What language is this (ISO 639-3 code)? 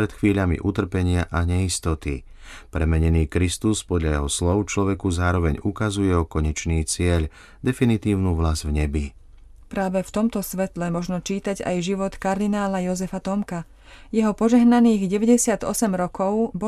slk